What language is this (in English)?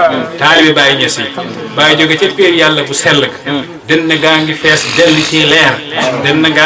Wolof